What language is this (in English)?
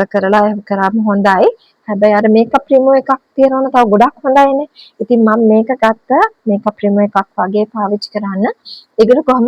Sinhala